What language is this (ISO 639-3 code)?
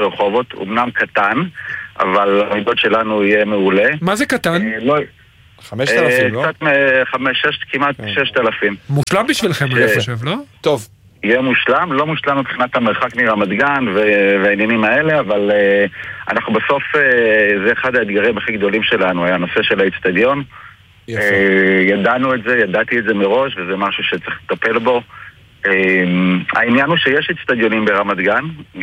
heb